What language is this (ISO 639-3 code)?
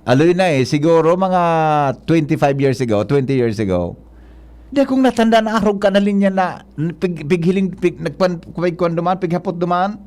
bik